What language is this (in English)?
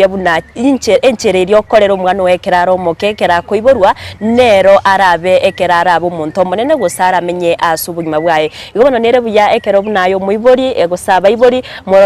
Gusii